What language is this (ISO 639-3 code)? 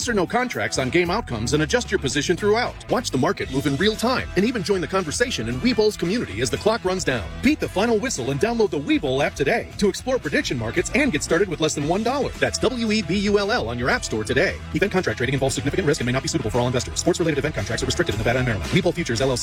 eng